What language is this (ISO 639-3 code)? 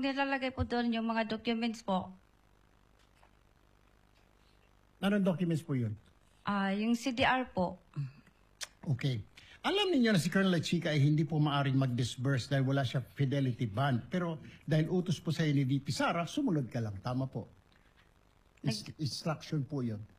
fil